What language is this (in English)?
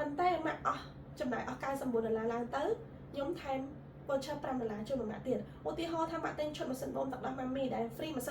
Khmer